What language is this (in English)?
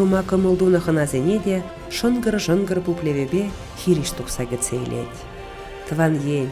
Chuvash